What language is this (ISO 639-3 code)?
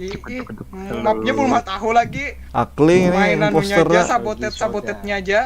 bjn